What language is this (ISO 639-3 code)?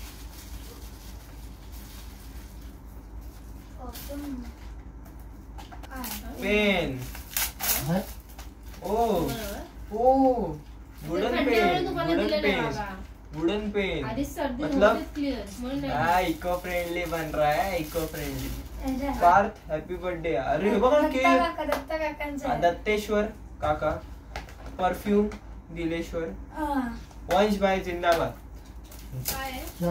mar